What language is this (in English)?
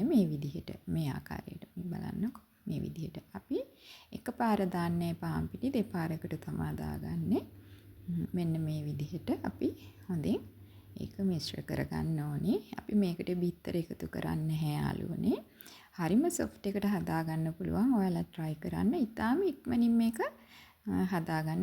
Sinhala